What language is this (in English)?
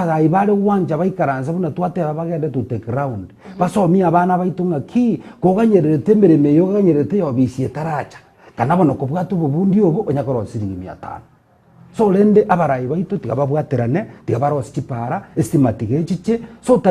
Gusii